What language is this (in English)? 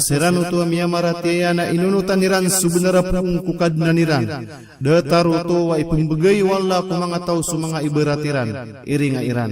Maranao